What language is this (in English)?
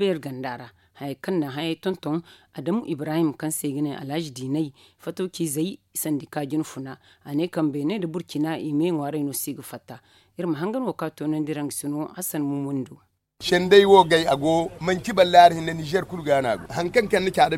Zarma